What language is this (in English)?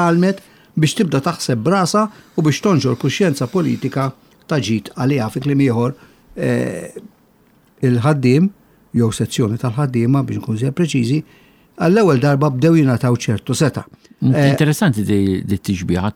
Maltese